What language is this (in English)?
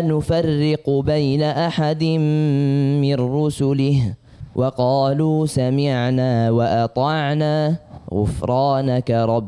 Arabic